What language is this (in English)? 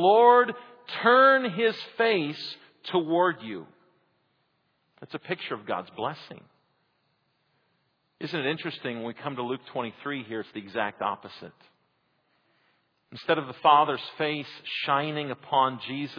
English